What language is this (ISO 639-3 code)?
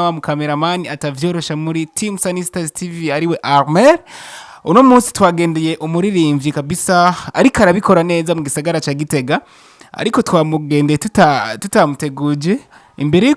run